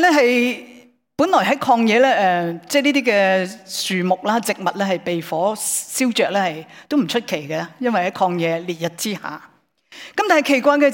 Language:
Cantonese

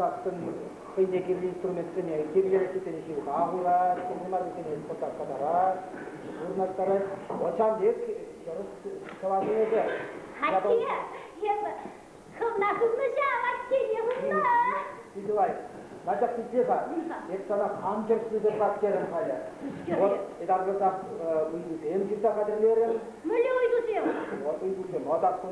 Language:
Chuvash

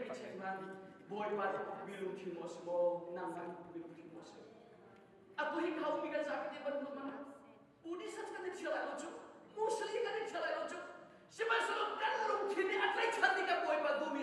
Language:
Hakha Chin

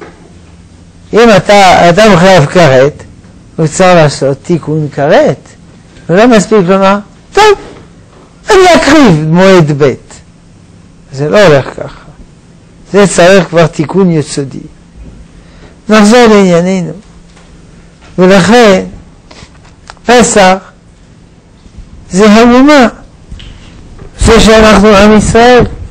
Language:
Hebrew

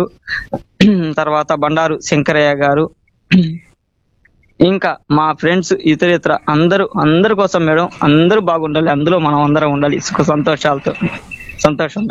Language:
Telugu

